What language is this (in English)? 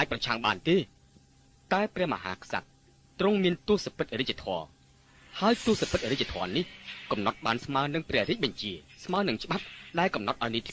Khmer